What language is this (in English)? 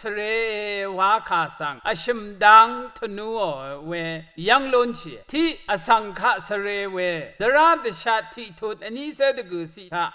Rawang